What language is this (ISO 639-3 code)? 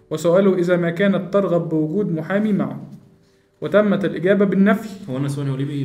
arz